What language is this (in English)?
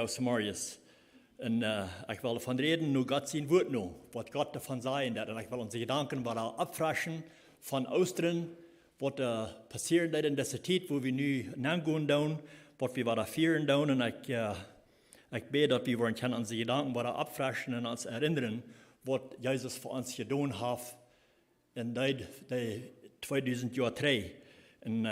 Plautdietsch